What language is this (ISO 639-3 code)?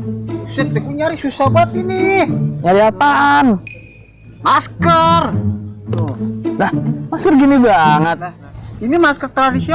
bew